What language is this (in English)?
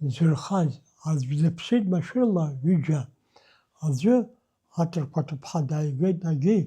Abkhazian